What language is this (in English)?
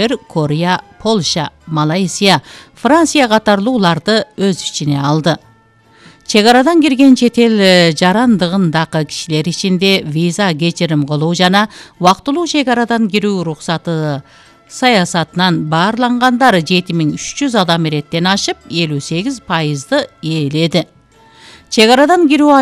Kyrgyz